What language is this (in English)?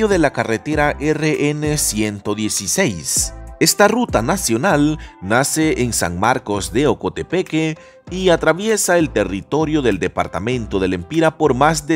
Spanish